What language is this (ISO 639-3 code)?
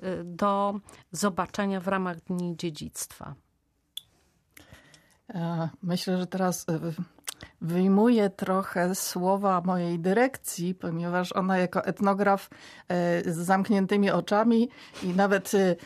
pol